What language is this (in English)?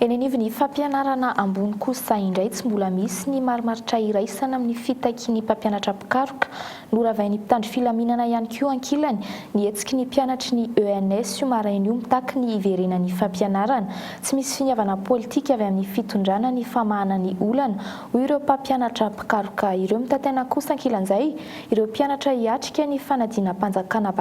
Malagasy